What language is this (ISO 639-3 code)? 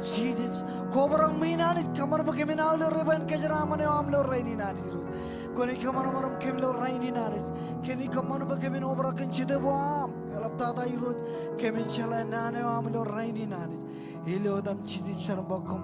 mah